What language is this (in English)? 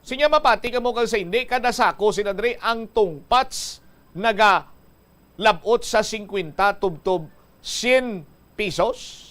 Hiligaynon